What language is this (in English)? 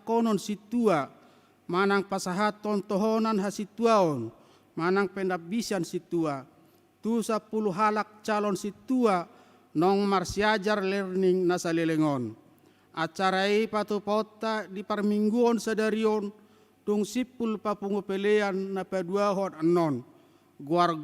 Batak Toba